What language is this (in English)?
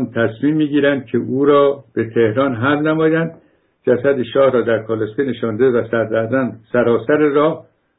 Persian